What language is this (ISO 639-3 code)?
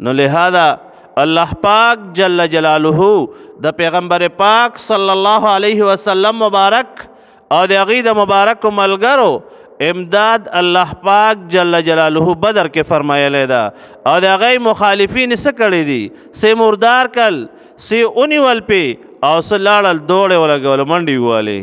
pus